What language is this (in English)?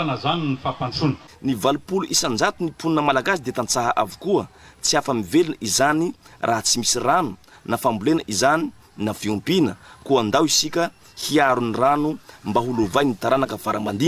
Malagasy